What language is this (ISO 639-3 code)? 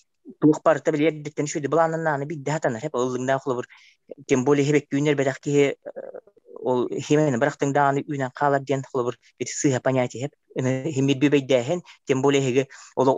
sah